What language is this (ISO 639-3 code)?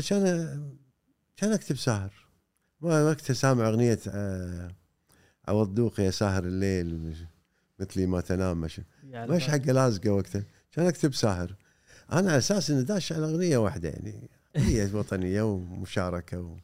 afb